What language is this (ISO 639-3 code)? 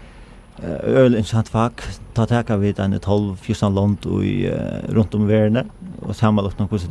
fao